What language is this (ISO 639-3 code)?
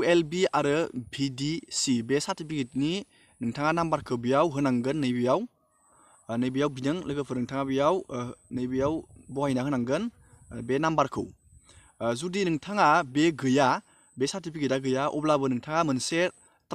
brx